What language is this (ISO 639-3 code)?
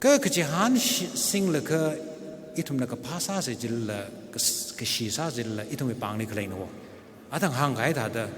nmf